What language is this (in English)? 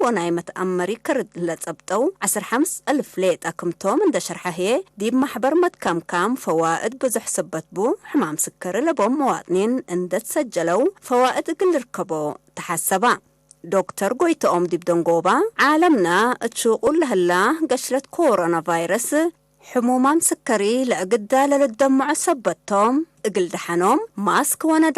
Tigre